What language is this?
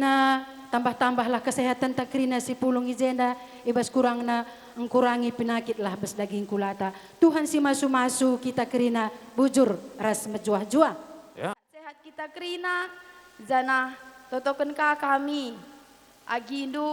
Batak Karo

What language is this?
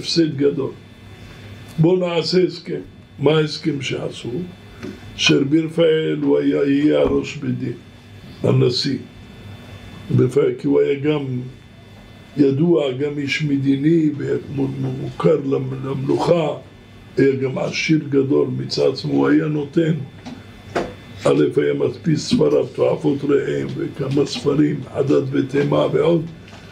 Hebrew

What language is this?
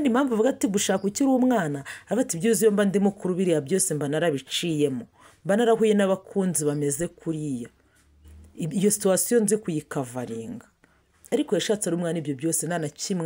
Kinyarwanda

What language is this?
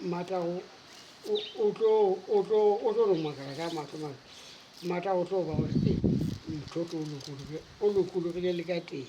Northern Sotho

